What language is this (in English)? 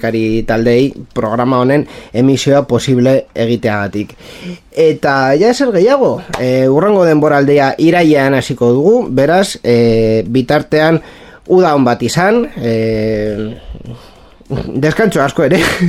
Basque